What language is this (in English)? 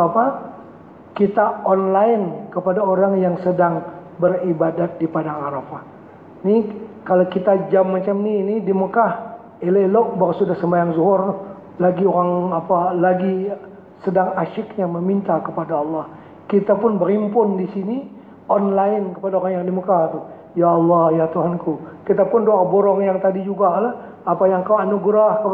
Malay